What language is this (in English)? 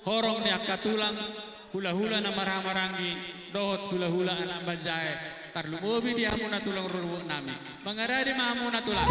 Batak Toba